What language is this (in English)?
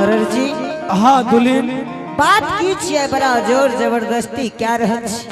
Angika